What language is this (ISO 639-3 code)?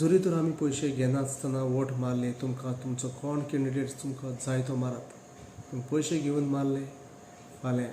kok